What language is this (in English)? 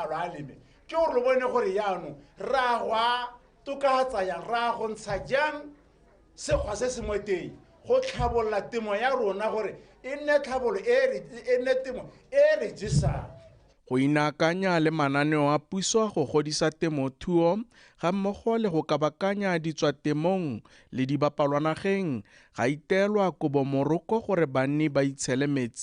Tswana